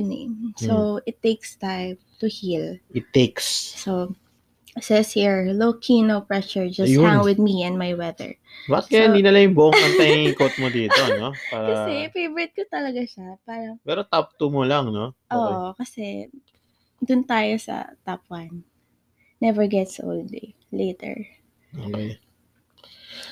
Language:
Filipino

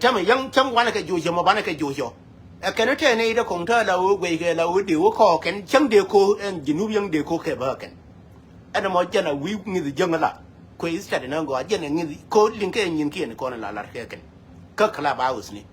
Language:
Nuer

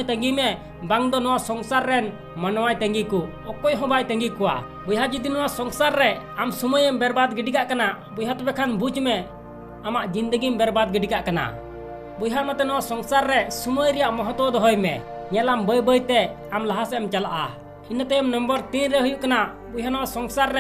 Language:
Santali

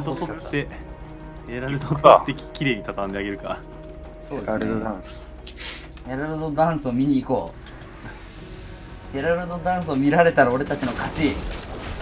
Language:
Japanese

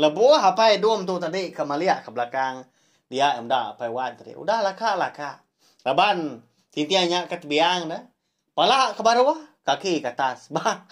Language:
Iban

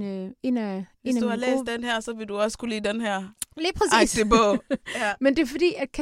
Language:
Danish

